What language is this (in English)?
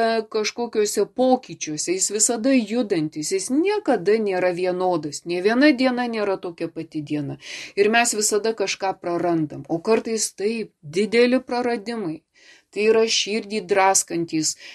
Lithuanian